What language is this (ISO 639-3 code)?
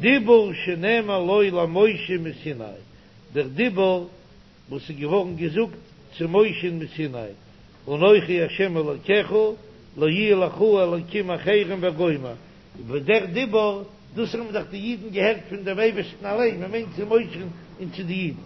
yid